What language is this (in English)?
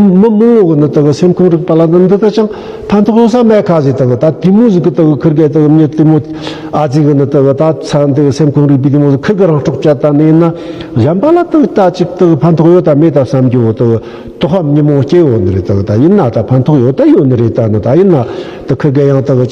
Tibetan